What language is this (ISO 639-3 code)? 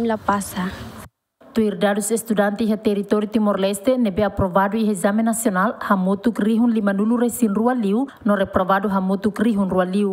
tet